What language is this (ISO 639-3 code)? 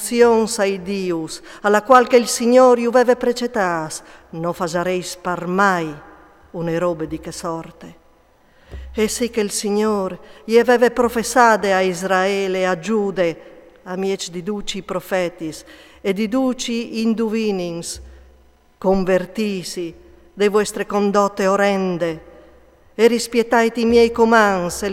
fur